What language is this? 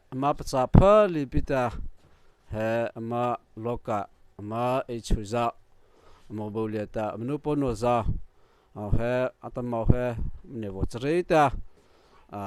Mara Chin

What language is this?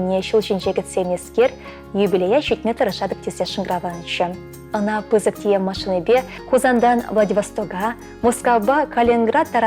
Chuvash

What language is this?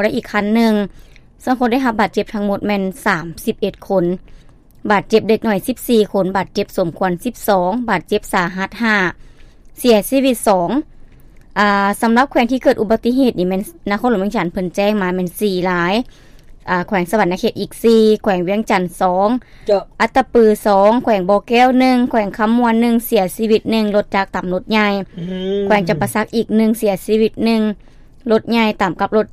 Lao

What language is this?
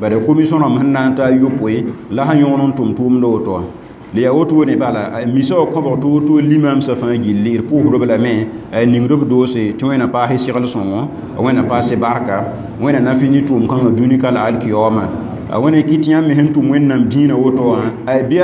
Mossi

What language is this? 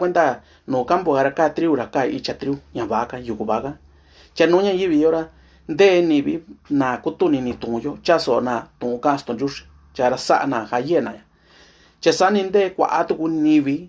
Mixtepec Mixtec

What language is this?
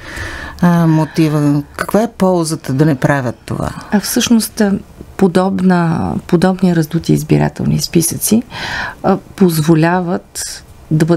Bulgarian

